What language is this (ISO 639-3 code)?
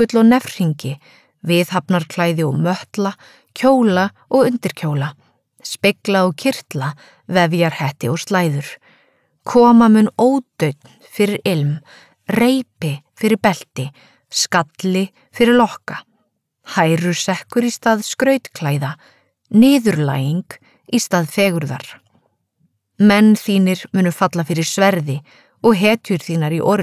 isl